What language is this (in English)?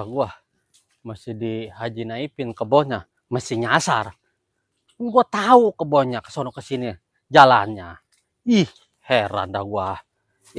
Betawi